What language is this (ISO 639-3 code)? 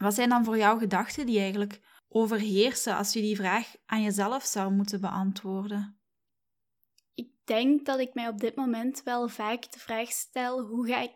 nld